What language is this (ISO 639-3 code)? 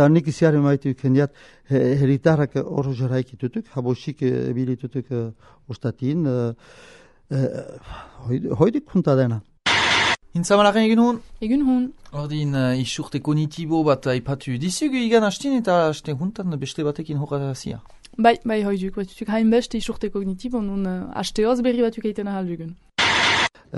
eus